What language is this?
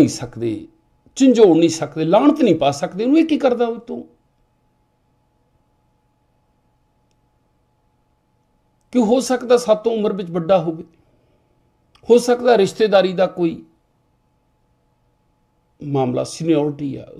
Punjabi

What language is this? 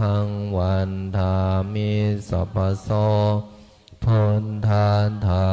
Pali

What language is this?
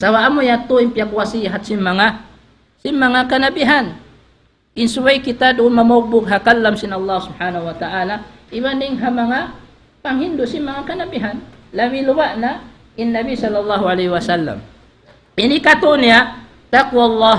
Tausug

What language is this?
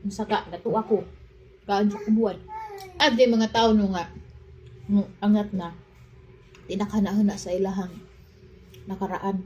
Cebuano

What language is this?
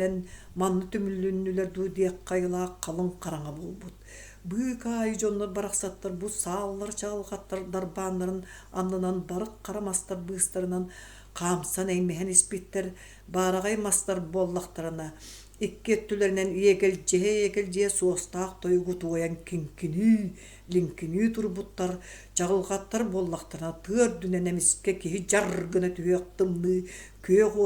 Yakut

